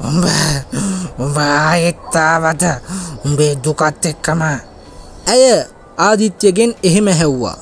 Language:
Sinhala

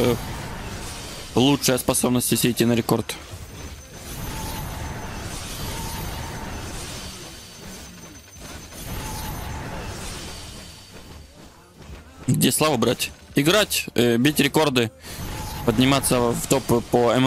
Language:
Russian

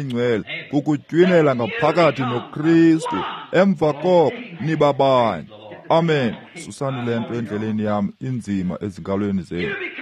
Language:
Xhosa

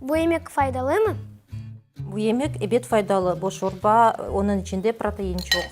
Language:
Crimean Tatar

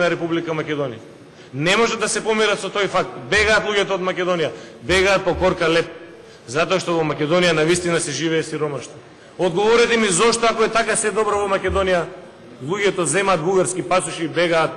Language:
Macedonian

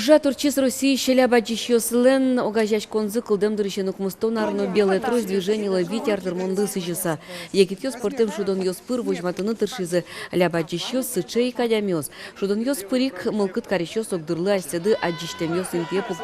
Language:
Udmurt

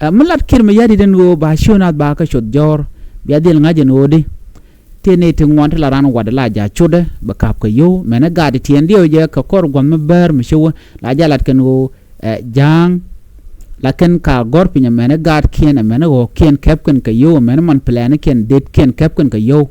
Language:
Nuer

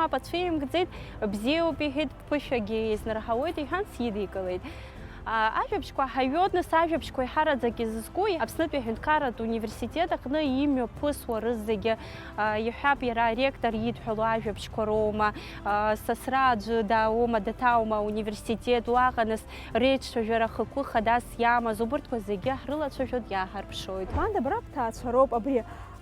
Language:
Abkhazian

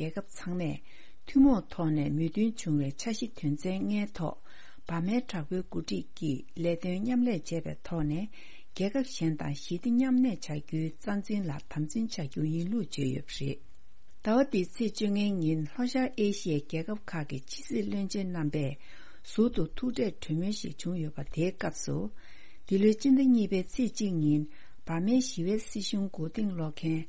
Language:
Tibetan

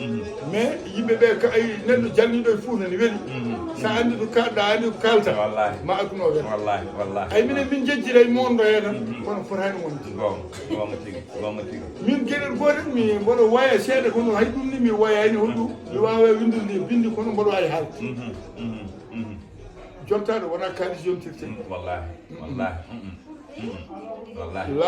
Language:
Fula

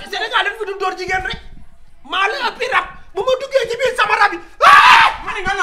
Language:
Wolof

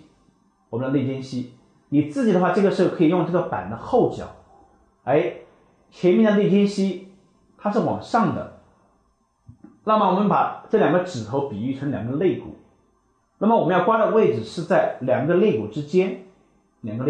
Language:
Chinese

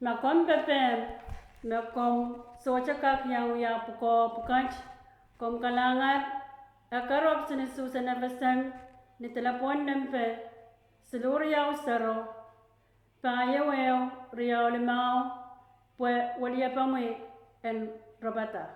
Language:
Pohnpeian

